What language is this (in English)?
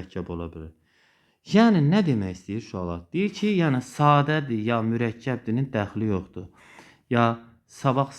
Azerbaijani